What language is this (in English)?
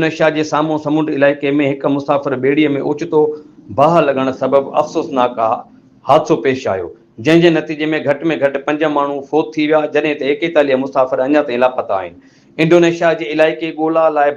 Sindhi